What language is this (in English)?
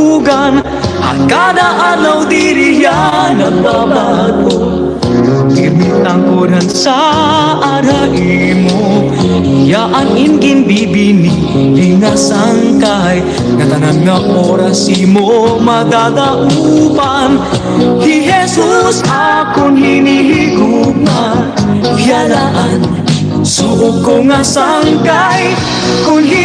Waray